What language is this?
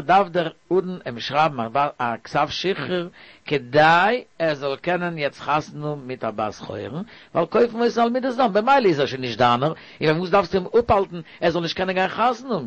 Yiddish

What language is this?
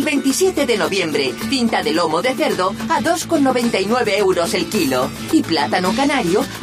Spanish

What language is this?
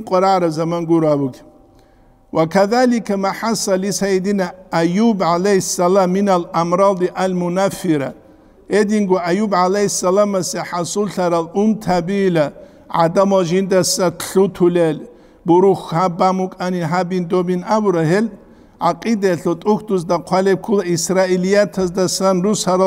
Avaric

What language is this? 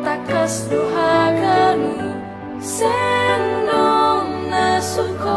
Batak Simalungun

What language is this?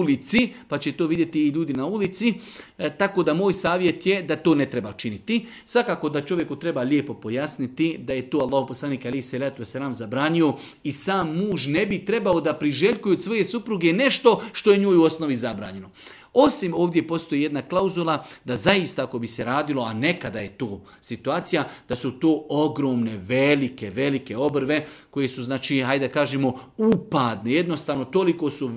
Bosnian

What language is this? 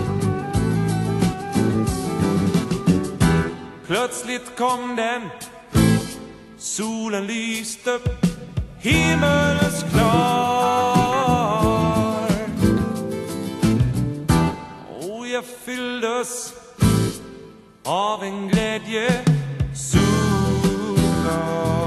Swedish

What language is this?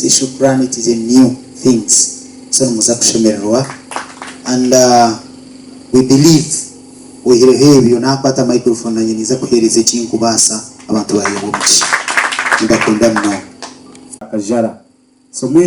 Nyankole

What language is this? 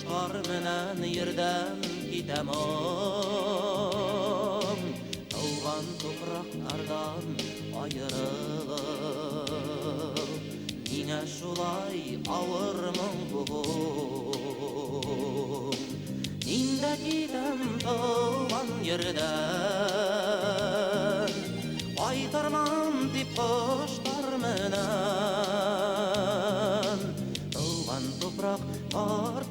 Bashkir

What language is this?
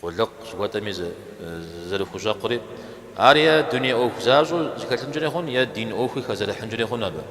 Kabardian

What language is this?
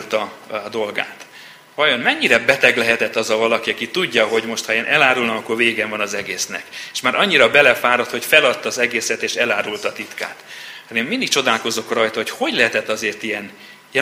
Hungarian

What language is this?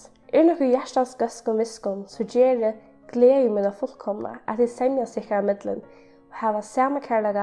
Faroese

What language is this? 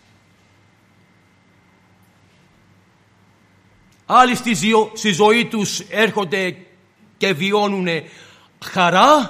Greek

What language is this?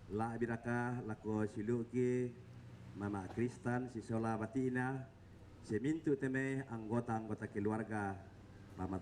Toraja-Sa'dan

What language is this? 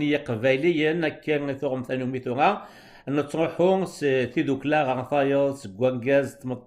Kabyle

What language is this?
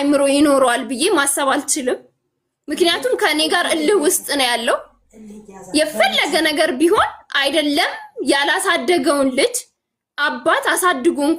Amharic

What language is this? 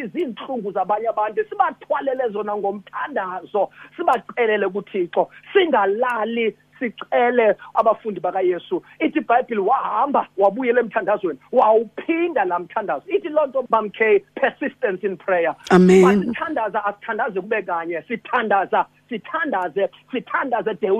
Xhosa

